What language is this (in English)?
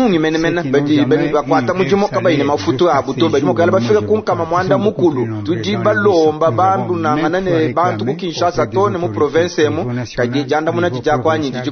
Luba-Lulua